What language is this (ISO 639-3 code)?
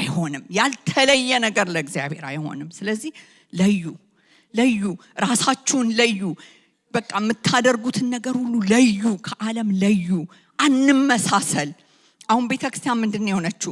amh